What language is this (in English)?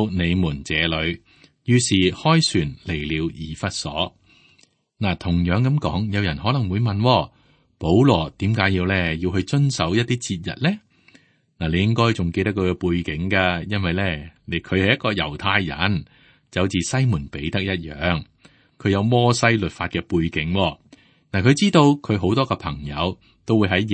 Cantonese